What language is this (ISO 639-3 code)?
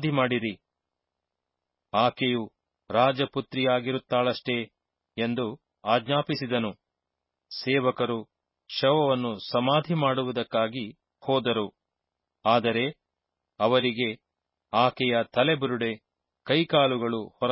kan